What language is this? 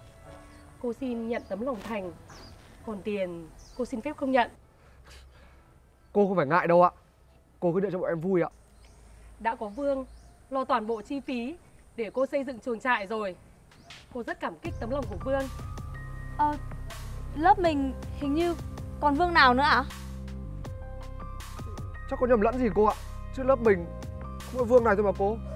Vietnamese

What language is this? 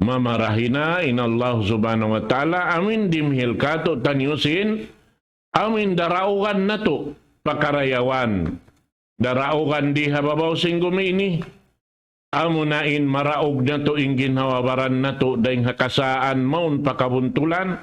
Tausug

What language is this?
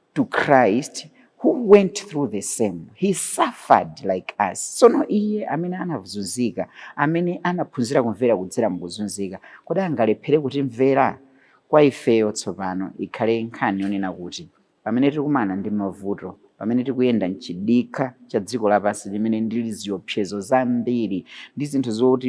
Nyanja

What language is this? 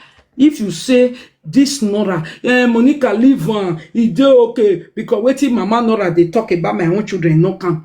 Nigerian Pidgin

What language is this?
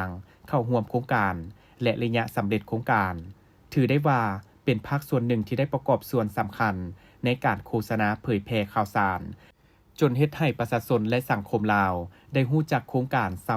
Lao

